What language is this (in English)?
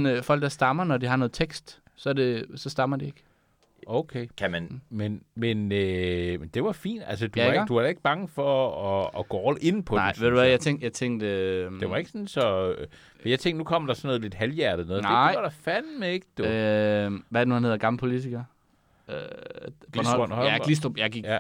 Danish